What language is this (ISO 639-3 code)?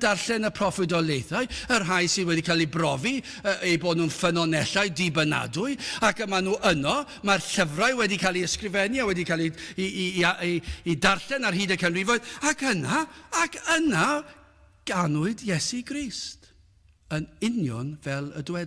cym